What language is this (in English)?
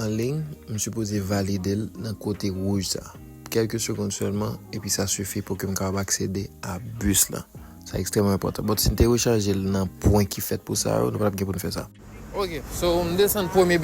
Haitian Creole